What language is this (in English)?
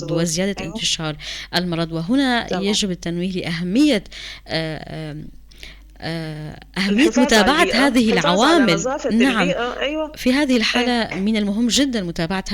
North Levantine Arabic